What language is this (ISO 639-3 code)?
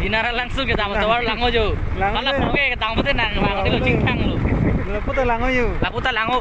mjw